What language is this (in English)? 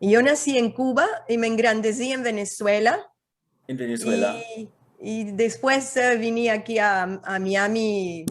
Ladino